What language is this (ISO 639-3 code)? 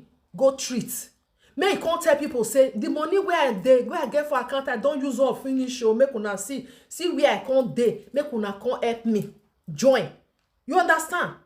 pcm